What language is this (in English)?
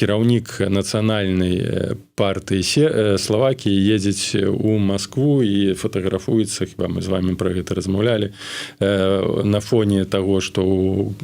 Belarusian